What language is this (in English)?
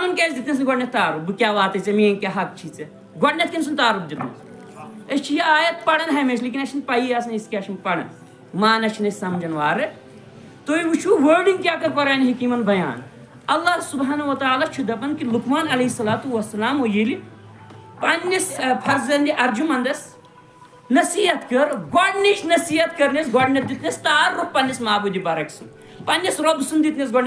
Kashmiri